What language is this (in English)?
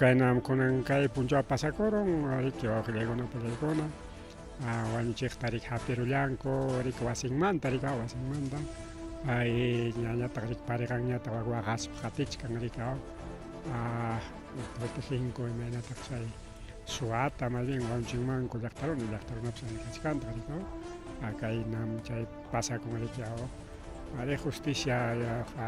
Ayacucho Quechua